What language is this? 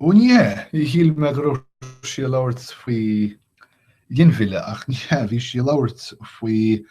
Irish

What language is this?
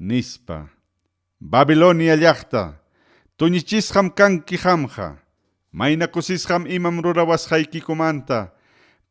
Ayacucho Quechua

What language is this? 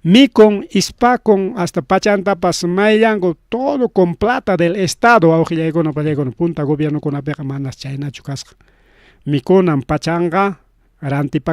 Ayacucho Quechua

